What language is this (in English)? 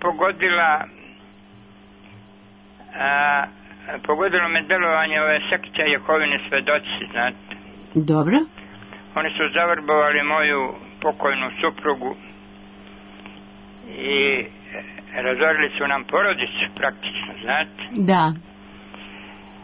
Serbian